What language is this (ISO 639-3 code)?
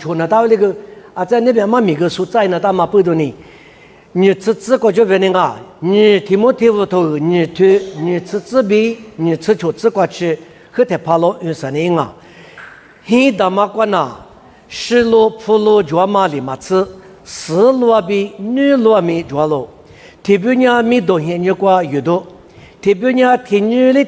lis